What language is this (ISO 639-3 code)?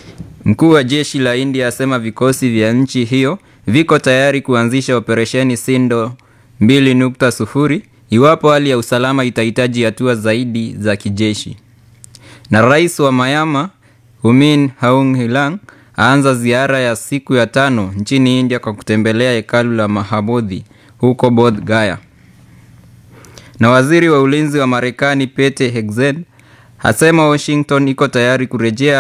swa